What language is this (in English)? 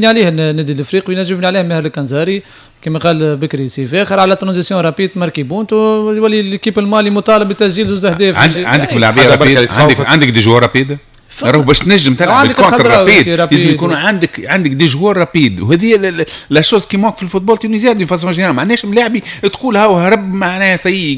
Tunisian Arabic